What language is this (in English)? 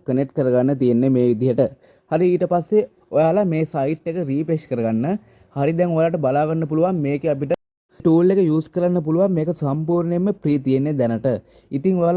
Sinhala